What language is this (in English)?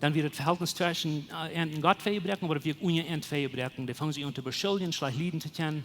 Plautdietsch